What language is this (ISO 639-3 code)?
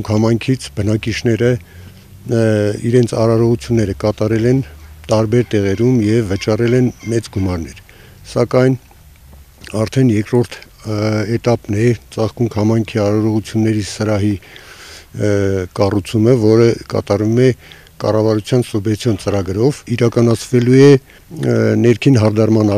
hye